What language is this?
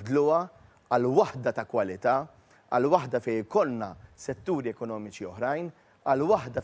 Maltese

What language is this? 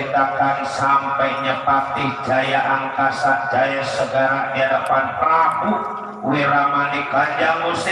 Betawi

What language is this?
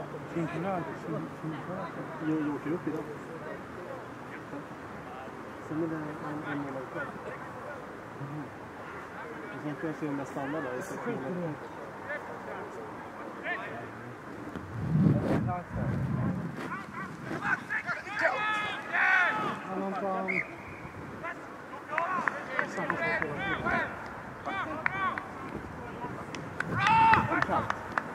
Swedish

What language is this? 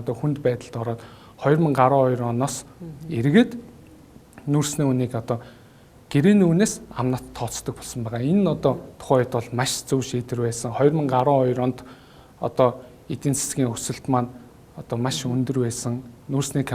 Mongolian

